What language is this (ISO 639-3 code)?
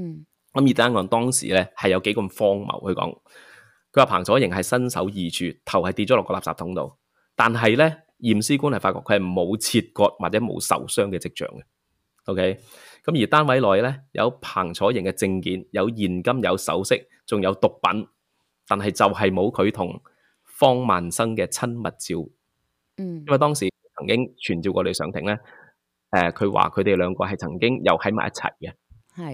yue